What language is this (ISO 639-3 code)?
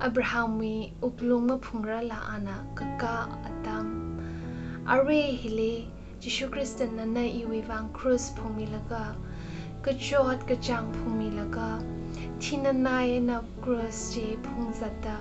nmf